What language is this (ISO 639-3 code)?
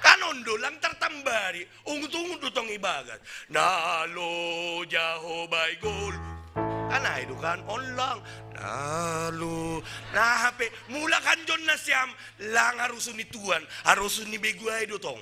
bts